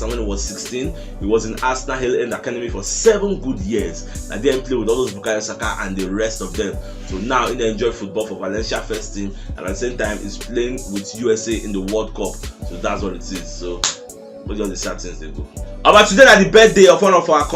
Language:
Nigerian Pidgin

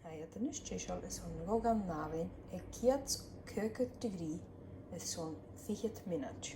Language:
Scottish Gaelic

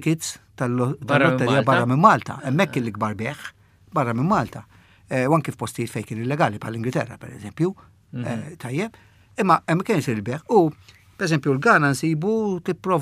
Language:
Maltese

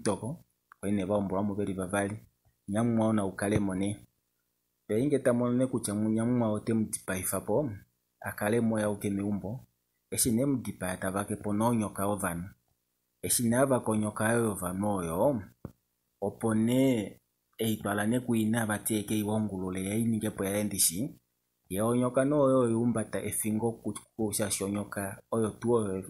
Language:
Kuanyama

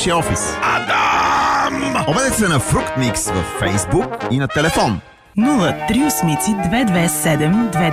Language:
Bulgarian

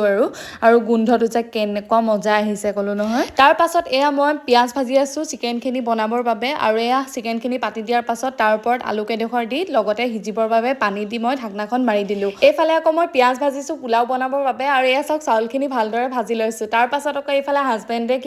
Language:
Assamese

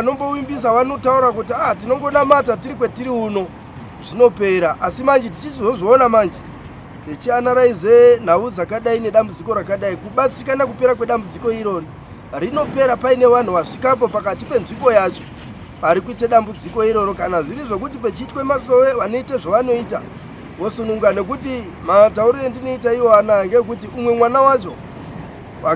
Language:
Shona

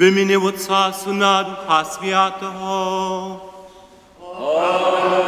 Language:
Upper Sorbian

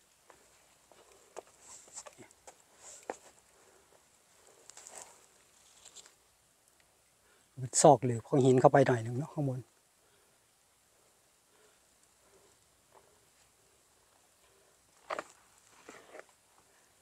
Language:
Thai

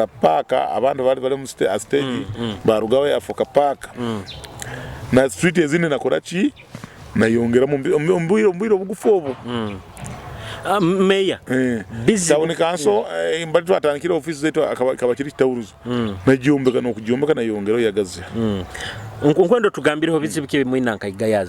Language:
Nyoro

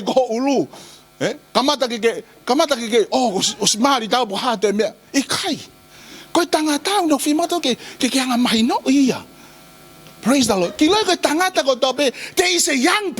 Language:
Tongan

